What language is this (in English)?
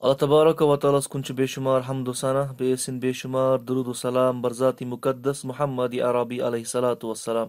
Kashmiri